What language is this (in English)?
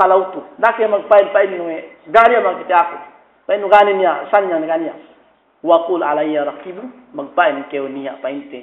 Yakan